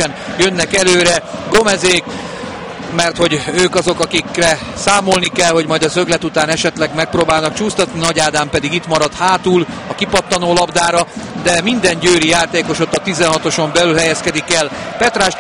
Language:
Hungarian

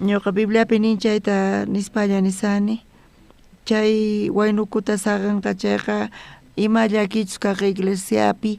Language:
South Bolivian Quechua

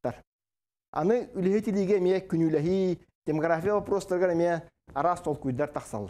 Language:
Yakut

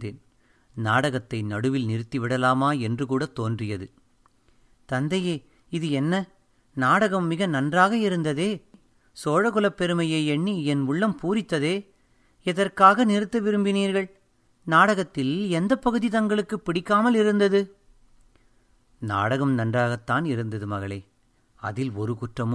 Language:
Tamil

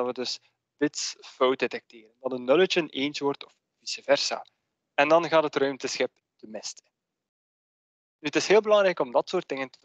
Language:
Dutch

